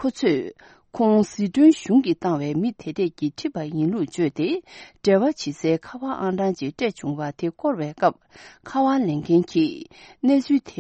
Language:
Tibetan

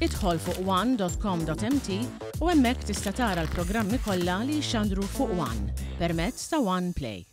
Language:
Maltese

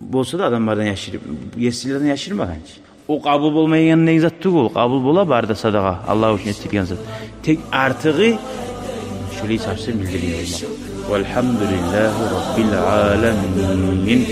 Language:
Kumyk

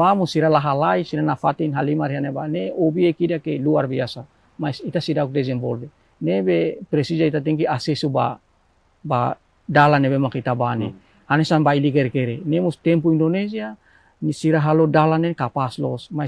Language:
Tetum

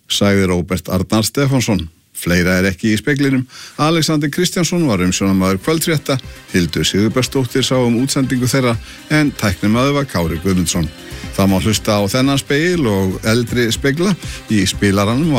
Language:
Icelandic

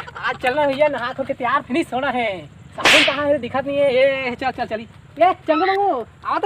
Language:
Chhattisgarhi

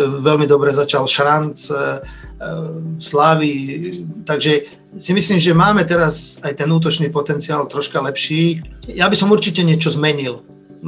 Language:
Slovak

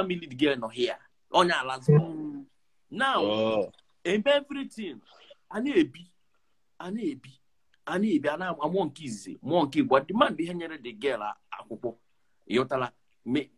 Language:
Igbo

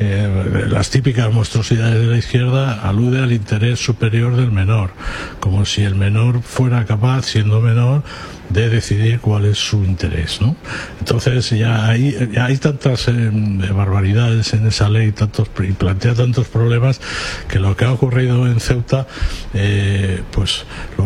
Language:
Spanish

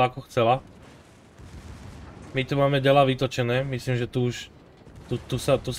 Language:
Slovak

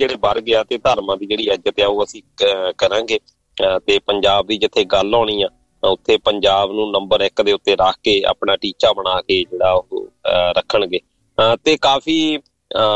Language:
Punjabi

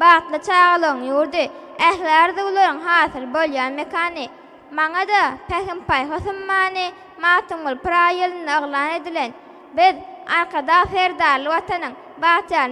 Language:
Turkmen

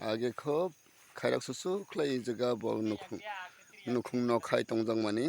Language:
Kok Borok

